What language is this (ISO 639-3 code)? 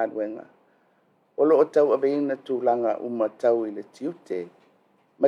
smo